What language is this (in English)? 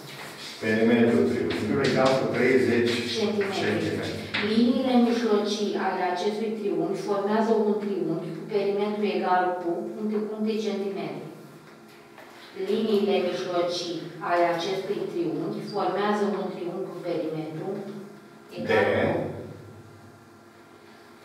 Romanian